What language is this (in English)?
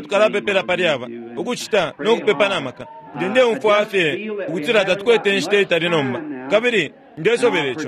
Bemba